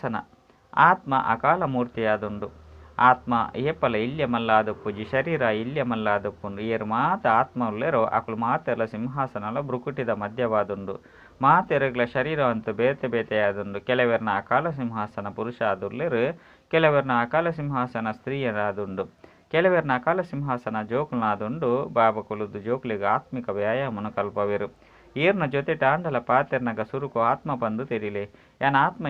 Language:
Tulu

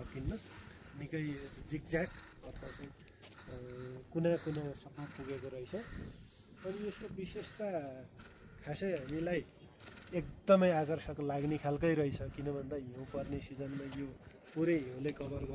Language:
Nepali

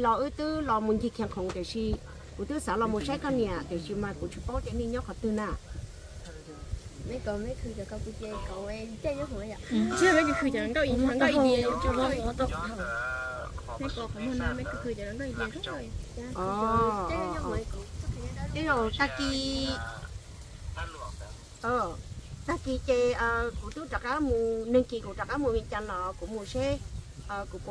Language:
Vietnamese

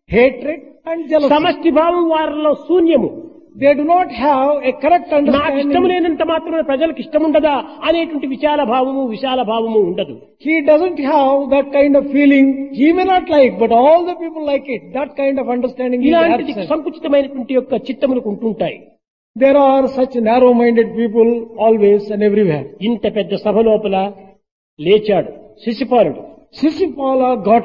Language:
Telugu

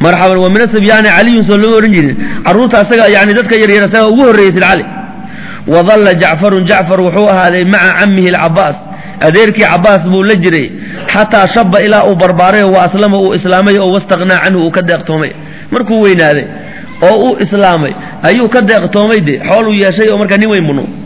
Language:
Somali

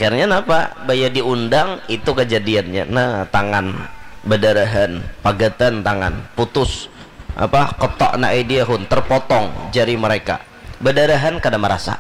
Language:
Banjar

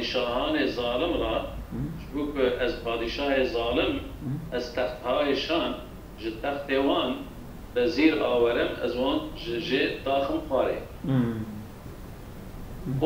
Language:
Kurdish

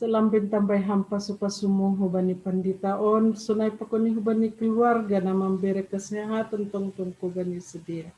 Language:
Batak Simalungun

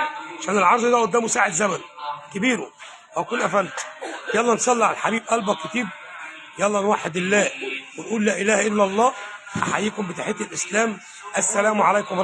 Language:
Egyptian Arabic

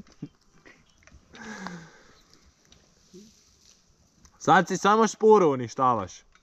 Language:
Croatian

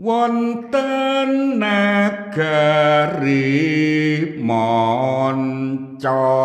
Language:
Javanese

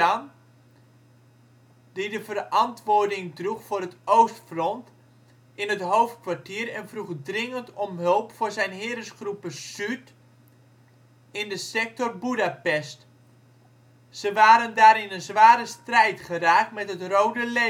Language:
Dutch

